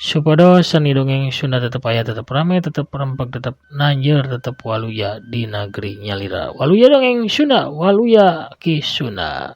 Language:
Sundanese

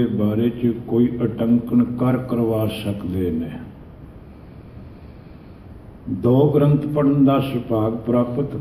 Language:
Punjabi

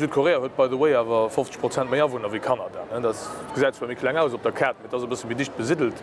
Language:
Luxembourgish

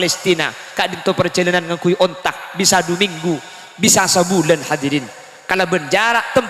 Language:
Madurese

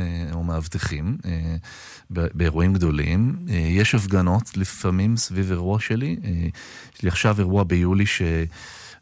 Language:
Hebrew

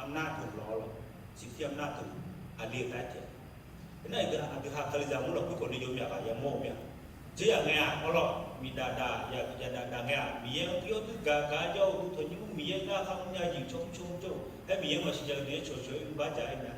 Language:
Akha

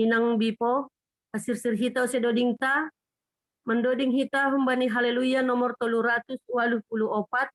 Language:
Batak Simalungun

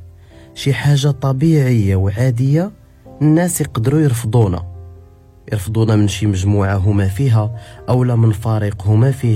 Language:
Moroccan Arabic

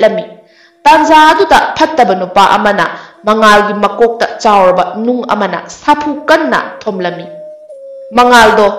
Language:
Manipuri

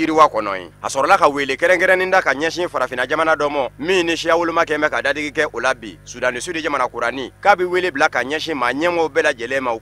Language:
Bambara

